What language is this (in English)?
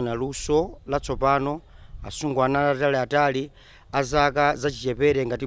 Nyanja